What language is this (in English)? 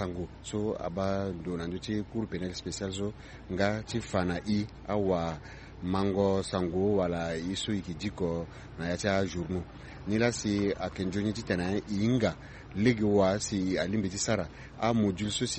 Sango